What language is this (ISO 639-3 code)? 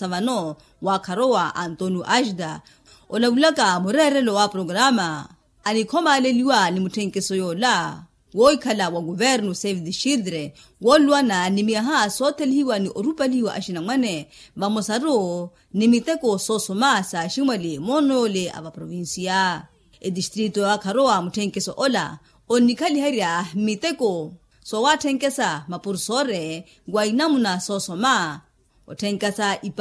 vmw